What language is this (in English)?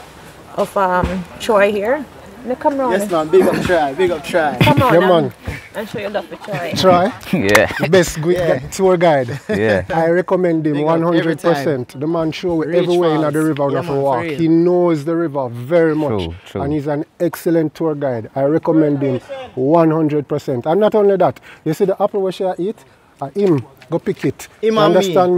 Jamaican Creole English